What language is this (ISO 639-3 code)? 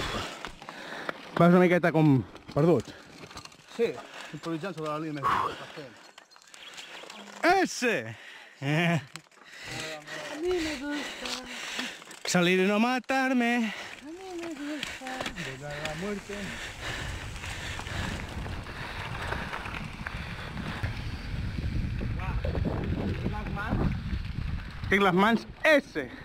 cat